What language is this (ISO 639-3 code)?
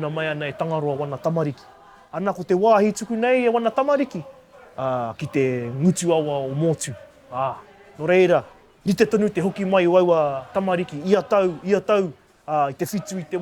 mri